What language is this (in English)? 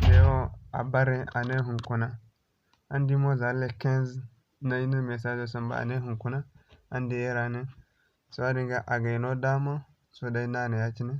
Zarma